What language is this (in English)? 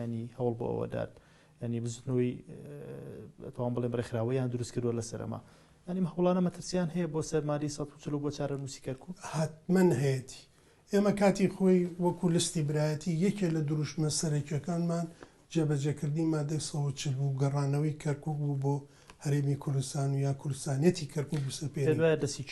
Central Kurdish